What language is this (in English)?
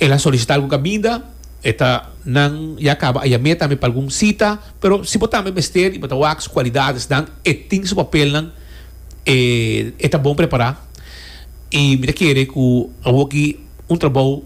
Papiamento